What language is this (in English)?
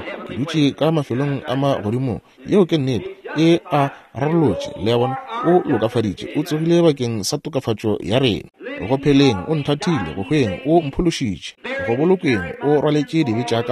Northern Sotho